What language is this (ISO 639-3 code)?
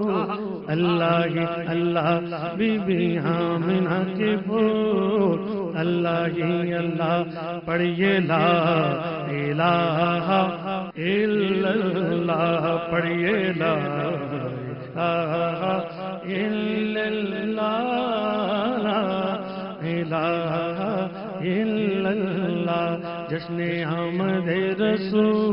urd